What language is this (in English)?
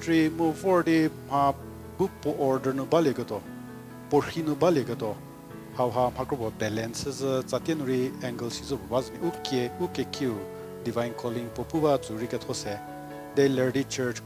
Angami Naga